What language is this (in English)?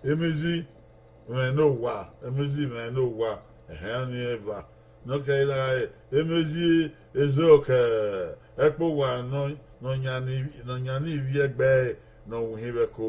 Bini